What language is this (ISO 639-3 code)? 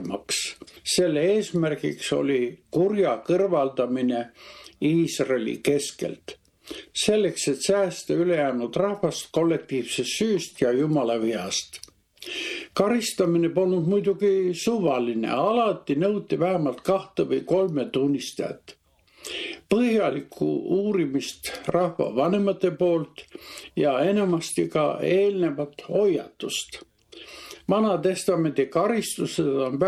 est